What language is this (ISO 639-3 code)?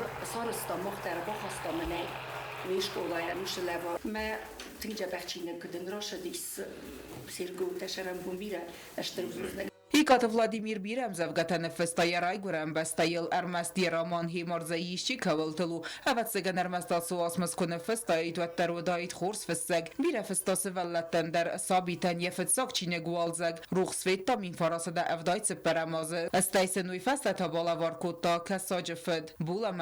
oss